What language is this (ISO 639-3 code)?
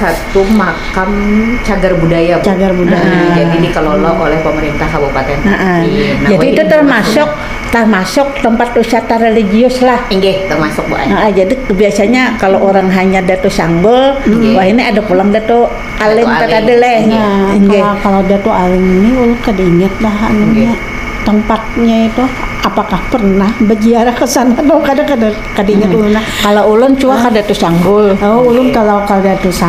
bjn